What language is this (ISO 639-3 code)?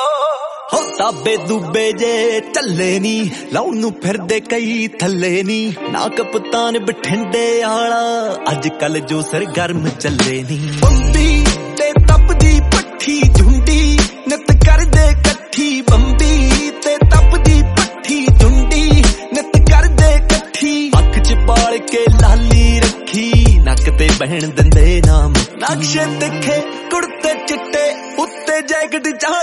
pan